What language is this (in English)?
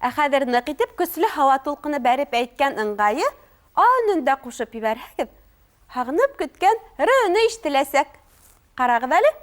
Bashkir